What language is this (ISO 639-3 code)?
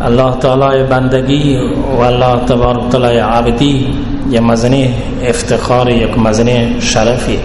bal